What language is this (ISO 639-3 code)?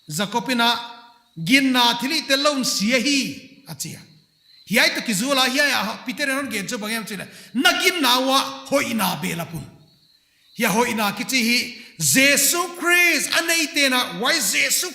pck